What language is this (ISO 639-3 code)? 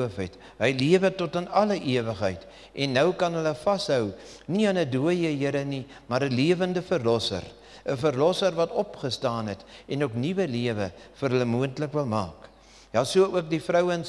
afr